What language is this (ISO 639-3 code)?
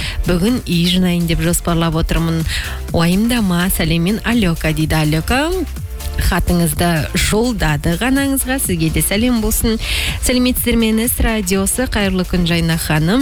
kaz